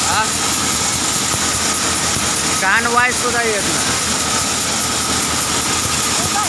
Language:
Marathi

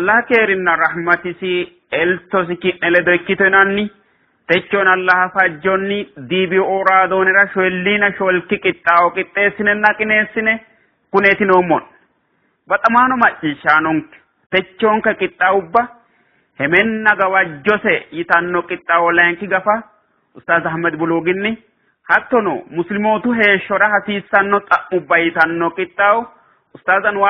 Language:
Sidamo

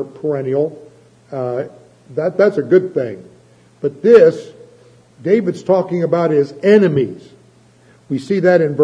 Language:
English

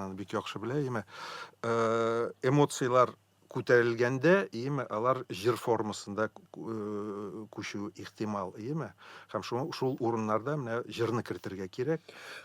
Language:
Tatar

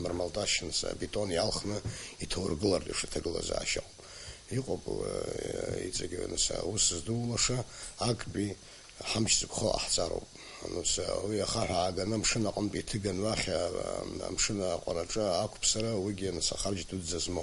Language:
Abkhazian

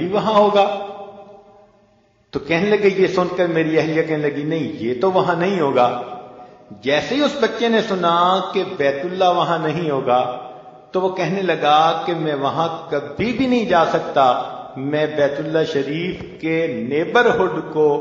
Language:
Urdu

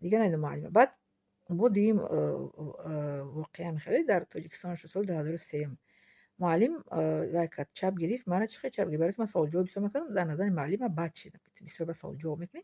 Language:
Tajik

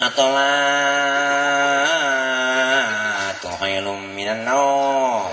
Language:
Betawi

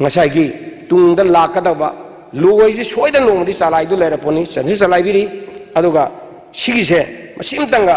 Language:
Manipuri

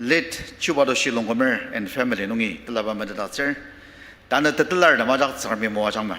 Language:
Ao Naga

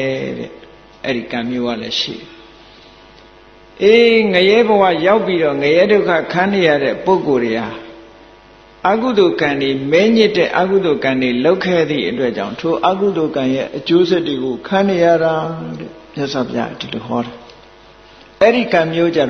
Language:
Burmese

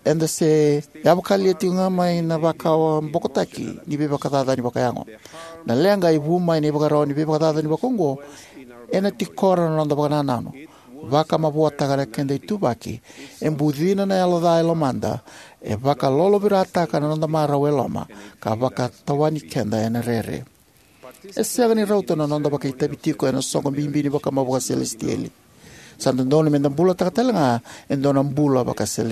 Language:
Fijian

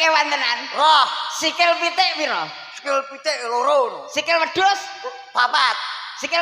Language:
Javanese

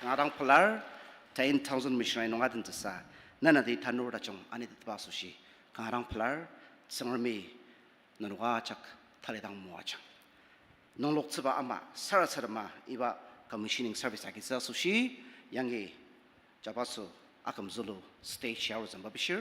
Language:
Ao Naga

